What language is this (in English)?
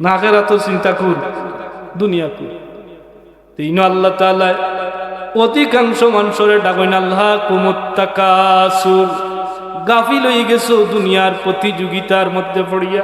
Sylheti